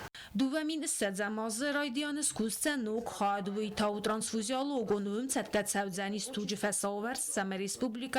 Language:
Ossetic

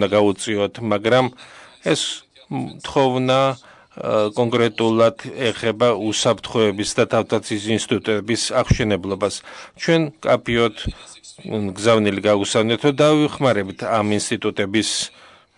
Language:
Georgian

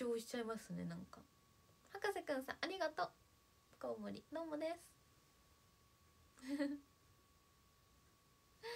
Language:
Japanese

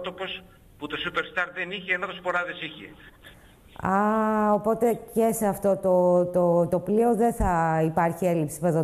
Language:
Greek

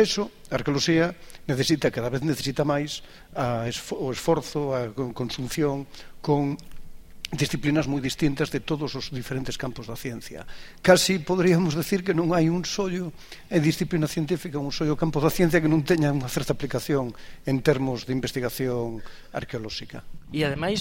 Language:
Galician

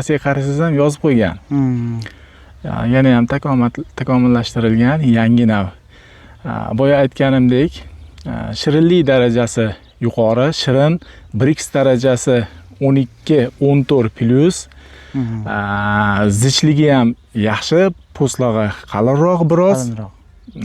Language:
Uzbek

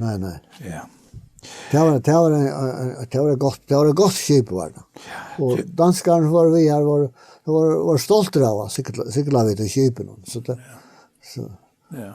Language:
Faroese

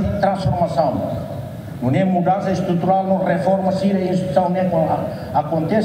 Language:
Tetum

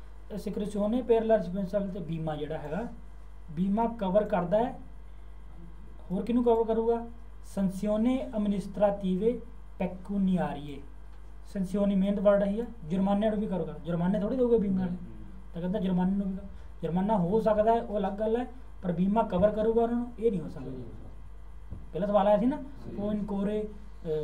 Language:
Punjabi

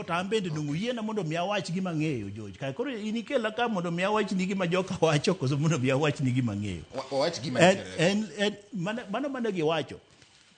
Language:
Luo (Kenya and Tanzania)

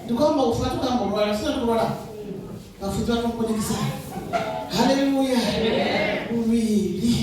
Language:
Venda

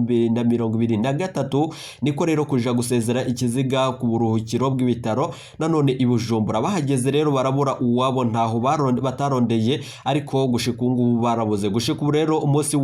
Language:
Rundi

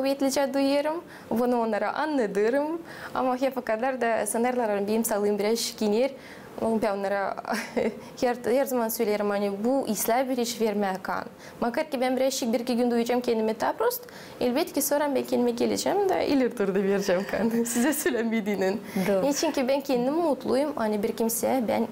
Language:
Gagauz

